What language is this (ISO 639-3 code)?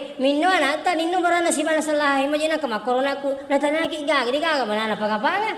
bug